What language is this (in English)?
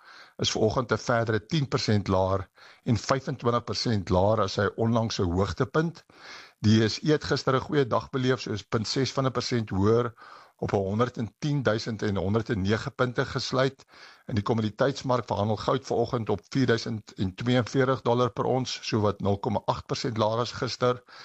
Afrikaans